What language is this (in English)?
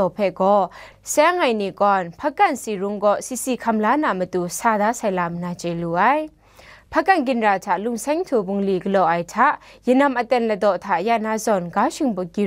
Kachin